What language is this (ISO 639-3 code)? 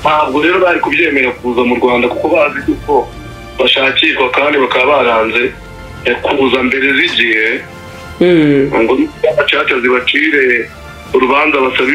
kin